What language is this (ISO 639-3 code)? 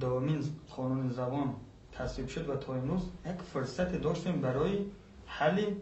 fas